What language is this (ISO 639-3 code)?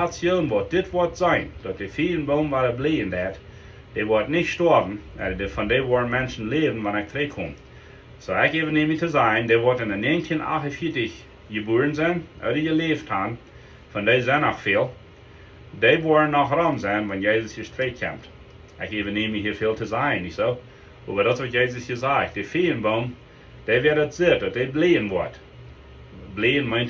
pdt